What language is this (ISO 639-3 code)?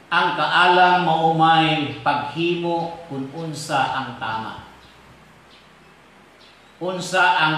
ceb